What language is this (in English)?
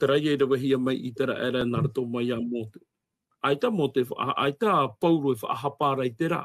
Tahitian